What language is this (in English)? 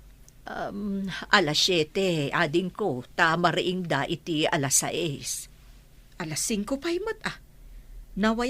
Iloko